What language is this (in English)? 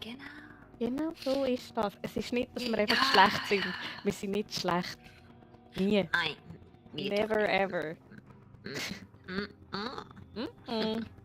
Swiss German